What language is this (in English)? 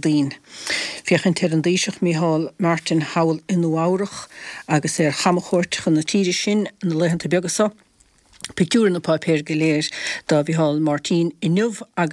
Irish